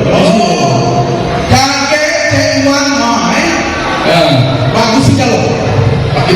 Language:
Musi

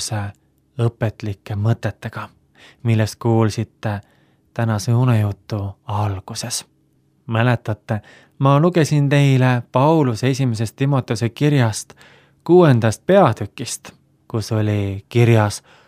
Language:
Estonian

